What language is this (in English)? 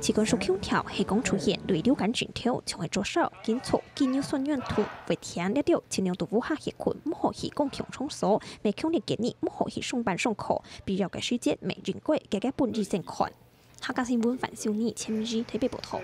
Hakka Chinese